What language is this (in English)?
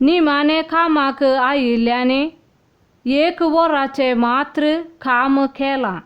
Konkani